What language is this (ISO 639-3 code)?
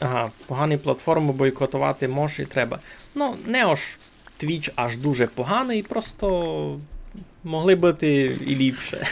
rue